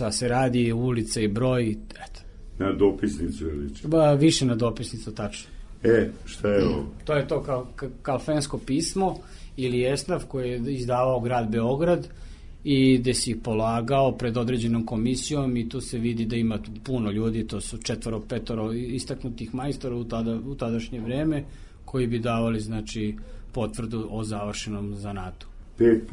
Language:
Serbian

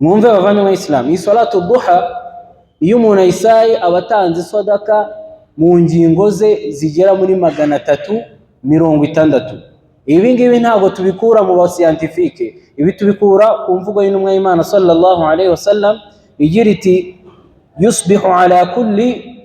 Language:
Kinyarwanda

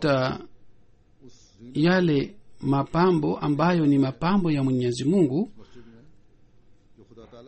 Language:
Swahili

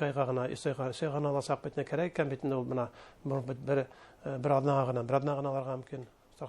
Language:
Bashkir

